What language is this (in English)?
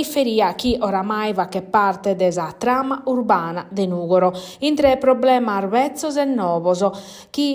Sardinian